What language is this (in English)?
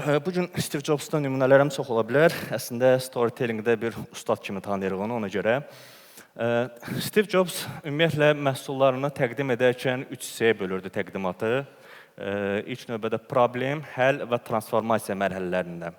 Azerbaijani